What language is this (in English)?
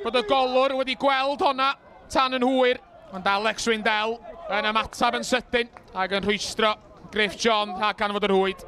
Welsh